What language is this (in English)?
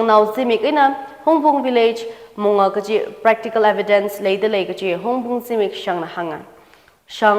Tangkhul Naga (India)